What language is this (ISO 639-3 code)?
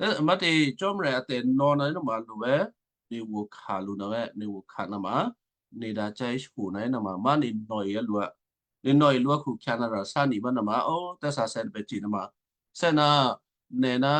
kyu